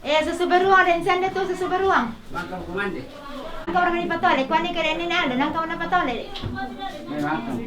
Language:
Toraja-Sa'dan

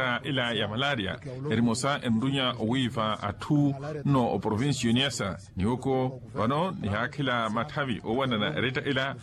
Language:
Makhuwa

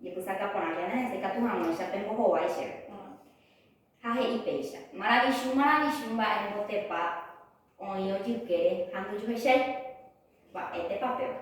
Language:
Guarani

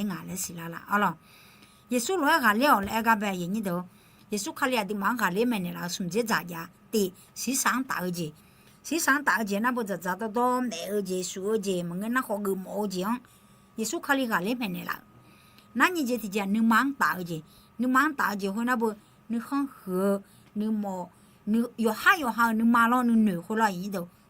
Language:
Akha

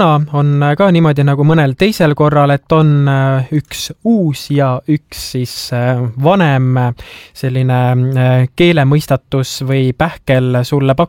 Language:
Estonian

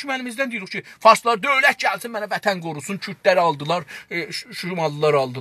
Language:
South Azerbaijani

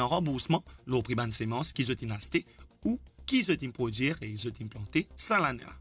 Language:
Morisyen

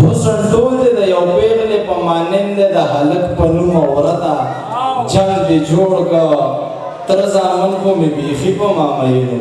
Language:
Pashto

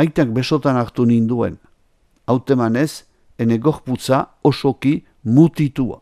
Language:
Basque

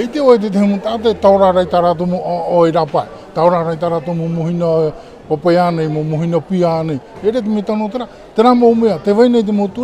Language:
Tahitian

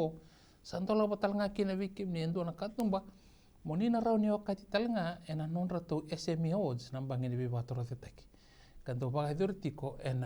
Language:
Fijian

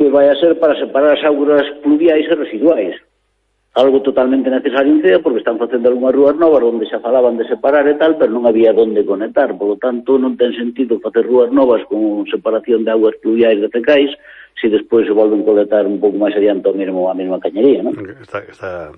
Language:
Galician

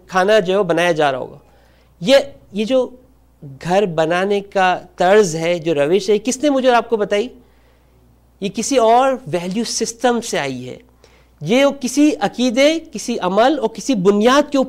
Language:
Urdu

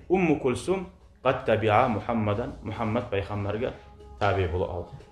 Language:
Kumyk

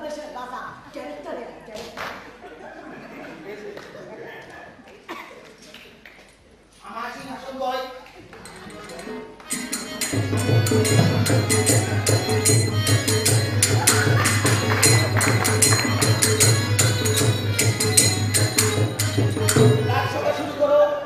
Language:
Bangla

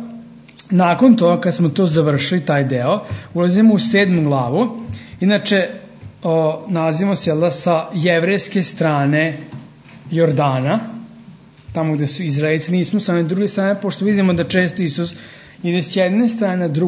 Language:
Serbian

